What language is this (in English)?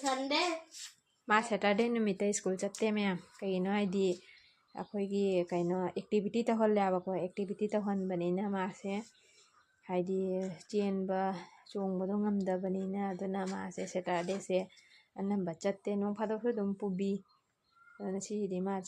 Manipuri